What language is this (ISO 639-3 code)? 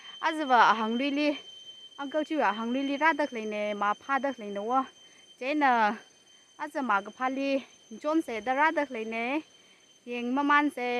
nmf